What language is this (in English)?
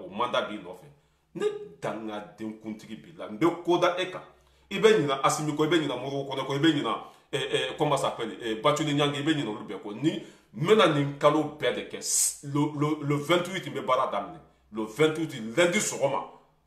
Bambara